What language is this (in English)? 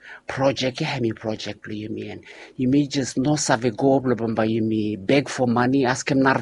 Bislama